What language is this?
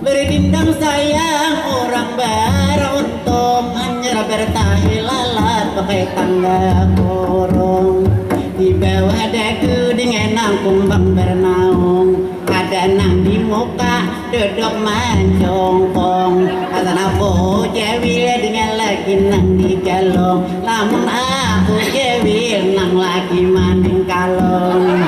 Banjar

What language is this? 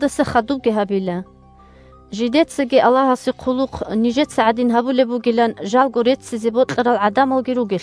Avaric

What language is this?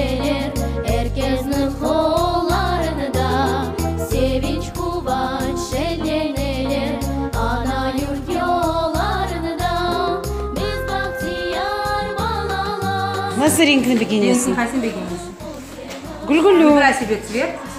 Crimean Tatar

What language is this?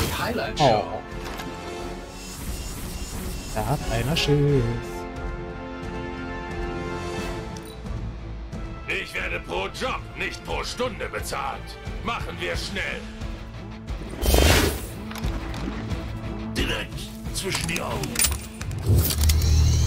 German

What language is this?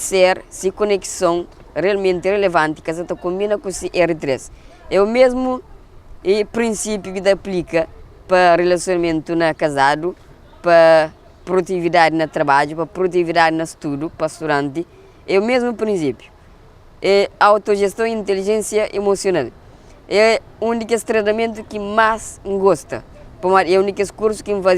Kabuverdianu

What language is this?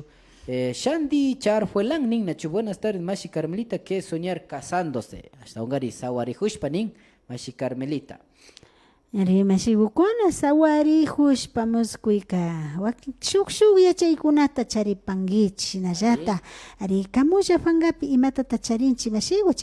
Imbabura Highland Quichua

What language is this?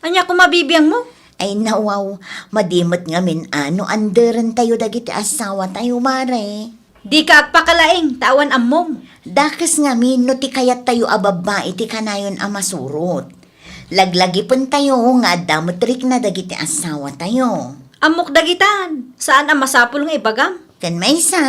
Iloko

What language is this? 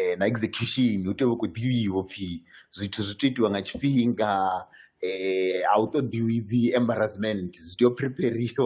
Venda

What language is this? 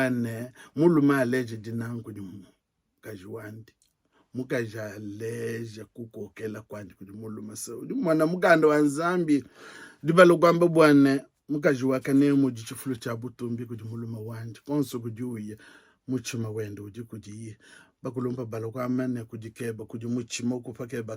Luba-Lulua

